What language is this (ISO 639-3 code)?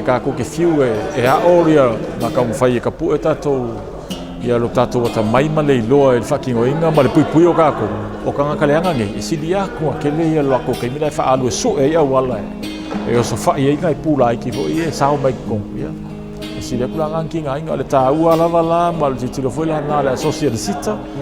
smo